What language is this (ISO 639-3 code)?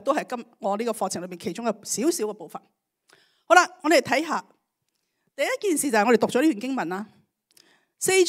yue